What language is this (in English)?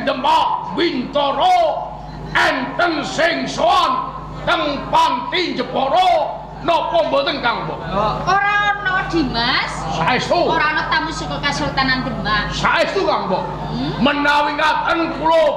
Javanese